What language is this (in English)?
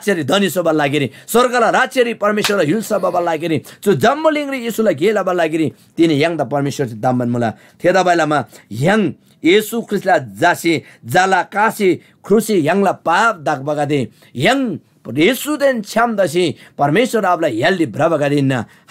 Eastern Tamang